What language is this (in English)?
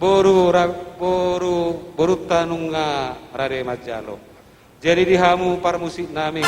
Batak Toba